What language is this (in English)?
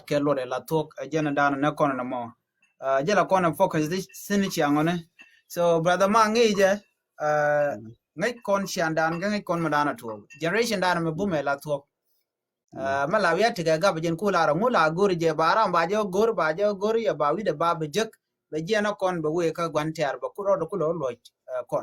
Nuer